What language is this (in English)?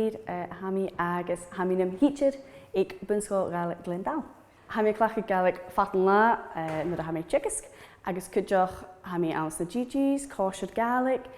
Scottish Gaelic